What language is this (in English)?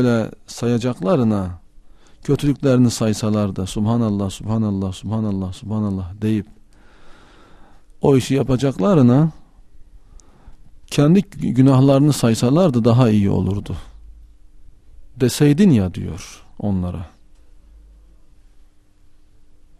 Turkish